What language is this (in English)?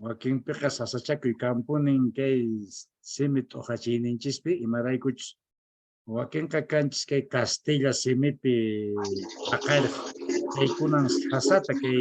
Quechua